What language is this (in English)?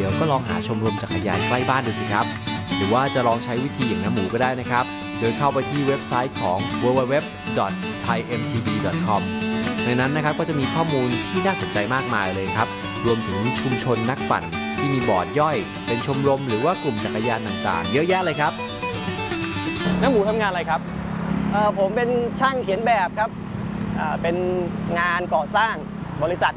Thai